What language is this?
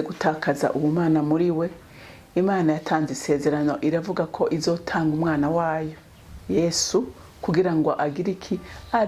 Rundi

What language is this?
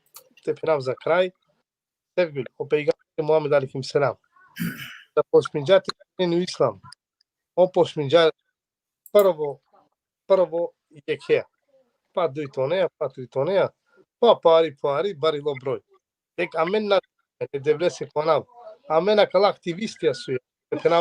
Balkan Romani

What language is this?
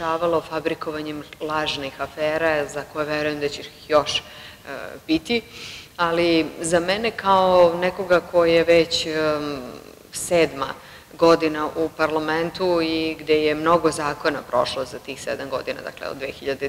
Serbian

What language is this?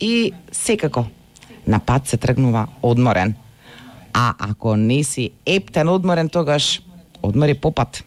Macedonian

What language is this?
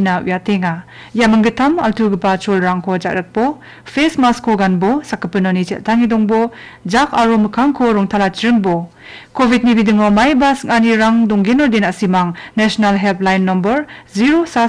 Garo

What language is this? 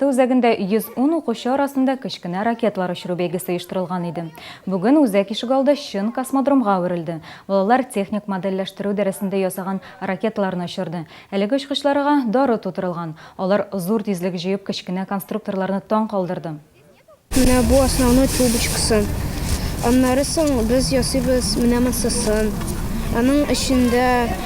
Tatar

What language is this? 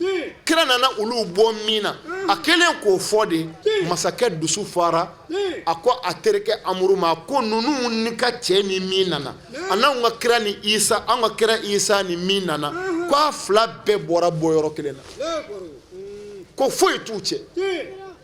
Bambara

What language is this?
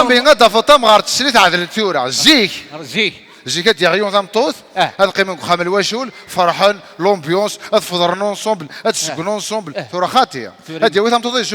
Kabyle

